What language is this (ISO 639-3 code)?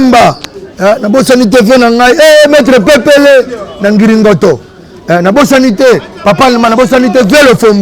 lin